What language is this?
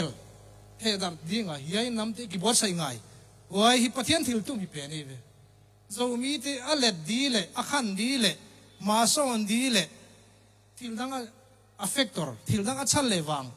Tedim Chin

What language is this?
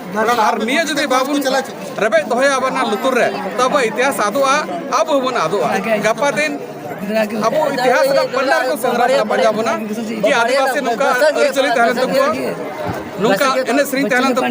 Santali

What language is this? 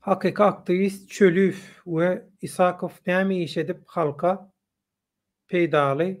Turkmen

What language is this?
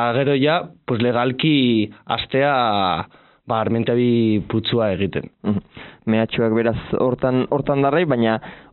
Basque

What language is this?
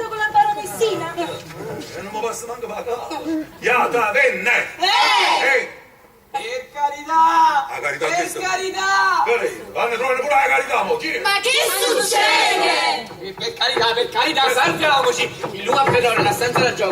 Neapolitan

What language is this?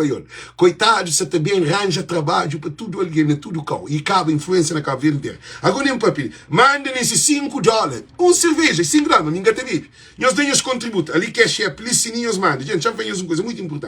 Kabuverdianu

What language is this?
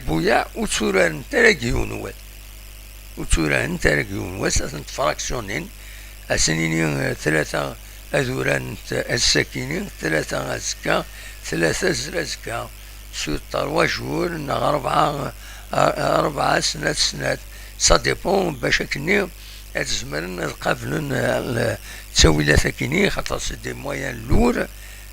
Kabyle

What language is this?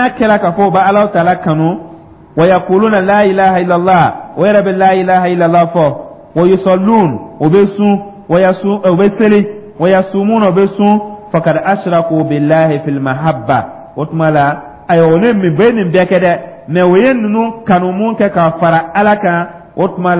Dyula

